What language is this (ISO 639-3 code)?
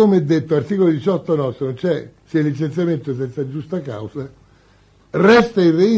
ita